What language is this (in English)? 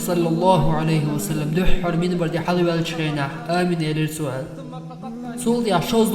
Chechen